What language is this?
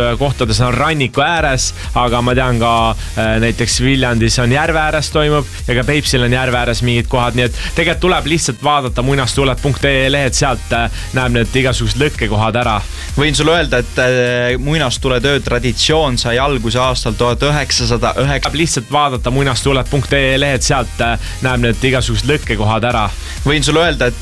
Estonian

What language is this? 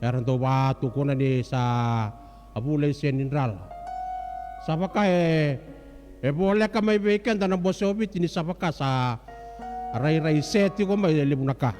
Fijian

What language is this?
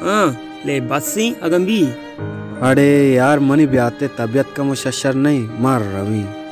Baluchi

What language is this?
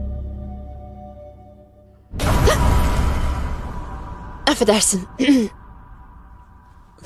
Turkish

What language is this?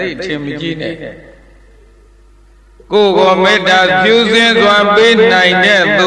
Burmese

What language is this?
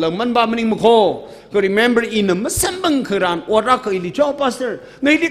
Tangkhul Naga (India)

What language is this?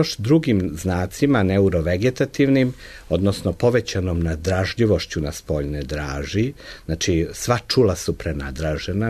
Serbian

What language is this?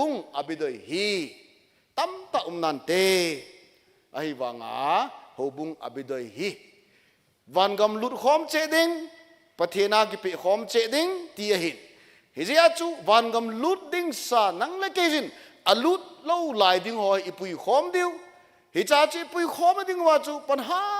Thado Chin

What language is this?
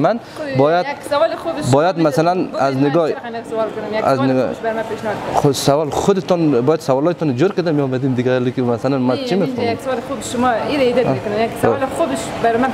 Persian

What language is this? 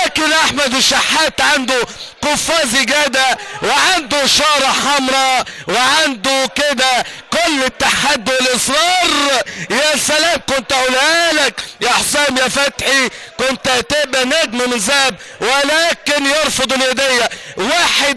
Egyptian Arabic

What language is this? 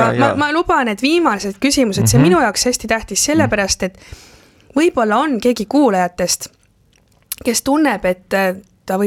Estonian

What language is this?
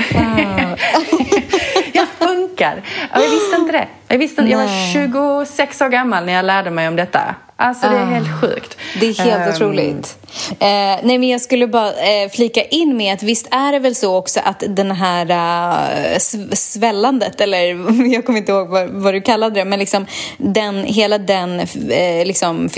Swedish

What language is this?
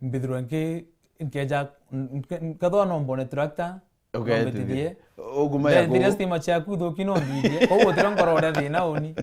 Meru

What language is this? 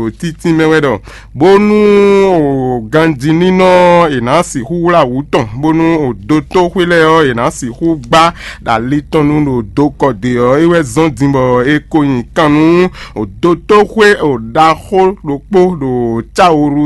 Fon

